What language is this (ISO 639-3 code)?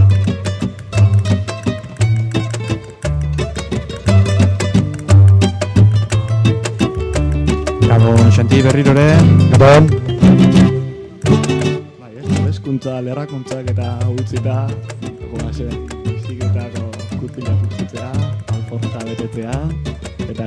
eus